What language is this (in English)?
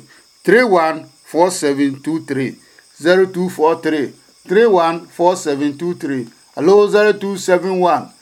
Adangme